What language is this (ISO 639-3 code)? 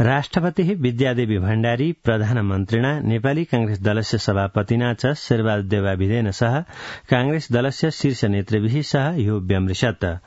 san